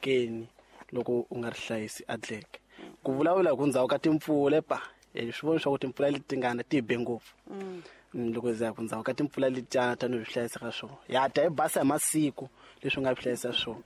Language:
Tsonga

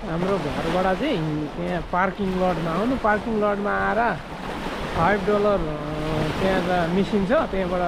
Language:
Nepali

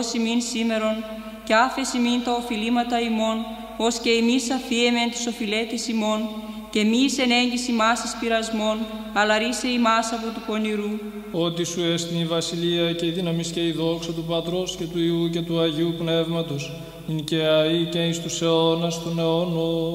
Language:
Greek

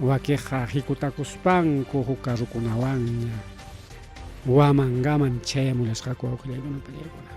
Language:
Ayacucho Quechua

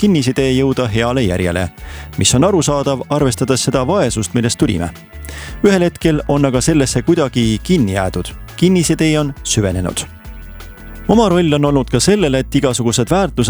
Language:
Estonian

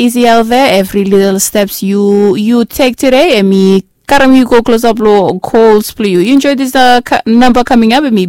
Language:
Bislama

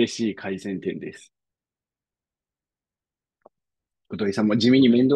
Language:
Japanese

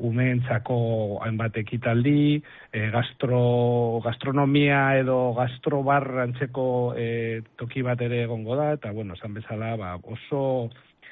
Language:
Basque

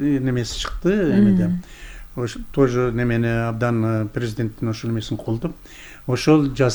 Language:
Kyrgyz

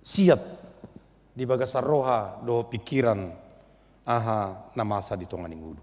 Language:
Batak Toba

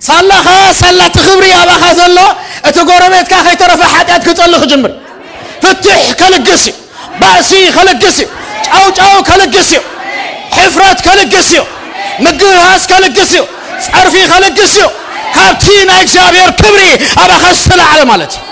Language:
Tigrinya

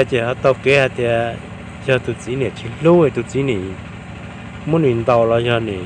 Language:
Hmong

